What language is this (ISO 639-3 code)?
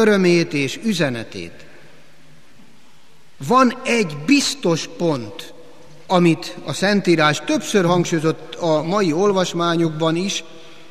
hun